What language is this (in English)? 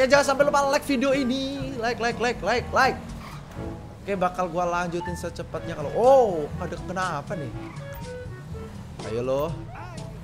Indonesian